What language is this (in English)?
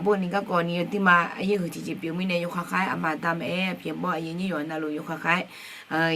Akha